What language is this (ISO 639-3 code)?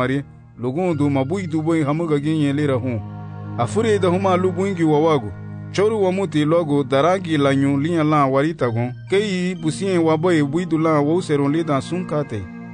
cab